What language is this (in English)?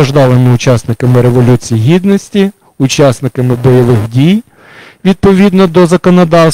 Ukrainian